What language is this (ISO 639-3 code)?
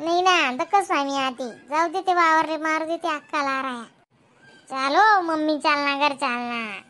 khn